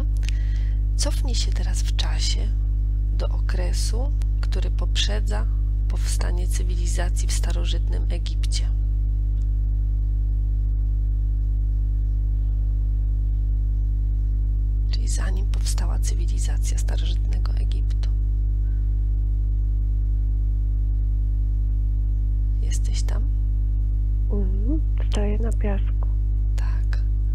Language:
Polish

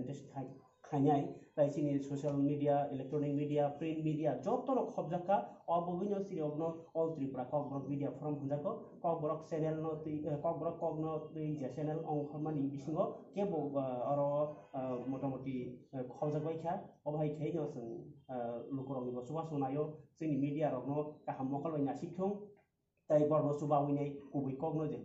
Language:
Kok Borok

